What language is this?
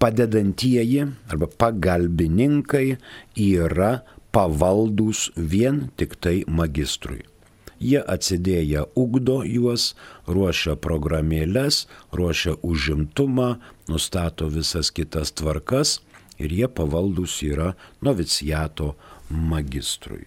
Lithuanian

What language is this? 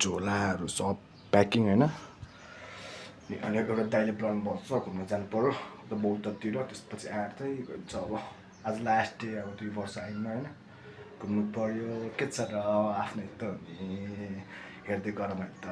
Nepali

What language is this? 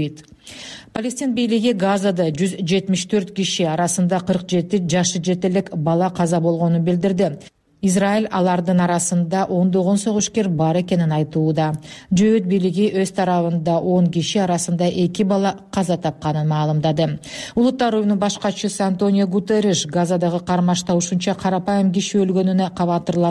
Kyrgyz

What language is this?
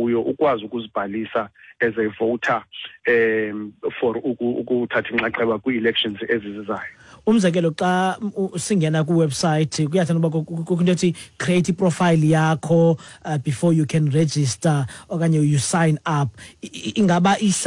Xhosa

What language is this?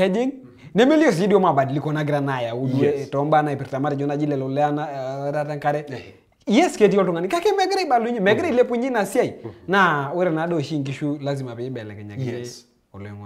Masai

